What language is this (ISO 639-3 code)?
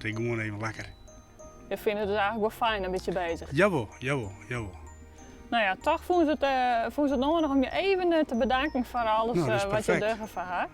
fry